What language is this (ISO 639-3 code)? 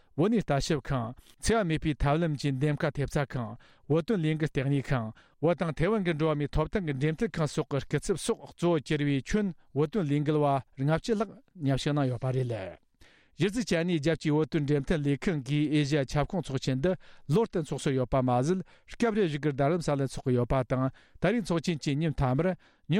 bod